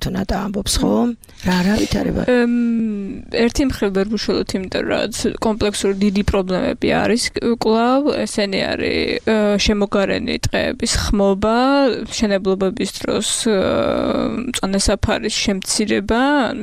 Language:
Georgian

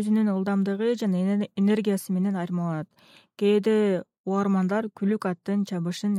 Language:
Kyrgyz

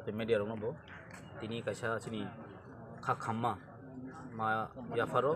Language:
Kok Borok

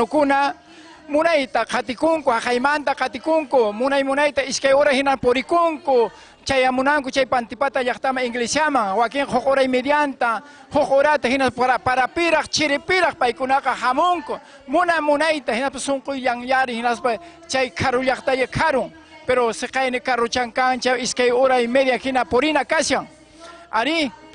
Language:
Ayacucho Quechua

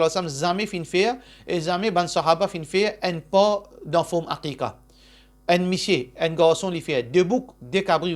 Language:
Morisyen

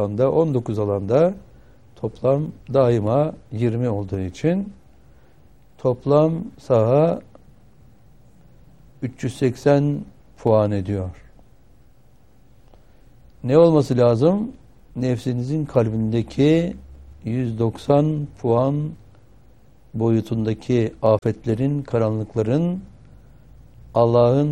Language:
Turkish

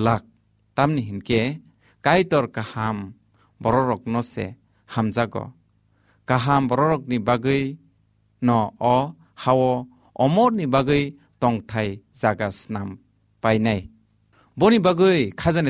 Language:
Kok Borok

